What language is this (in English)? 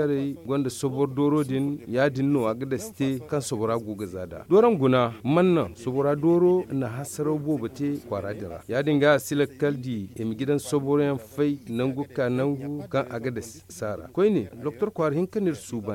Zarma